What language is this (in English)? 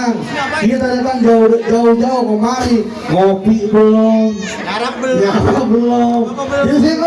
Betawi